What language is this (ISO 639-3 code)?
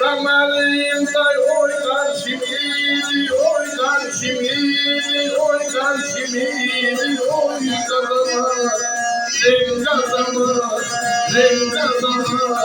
azb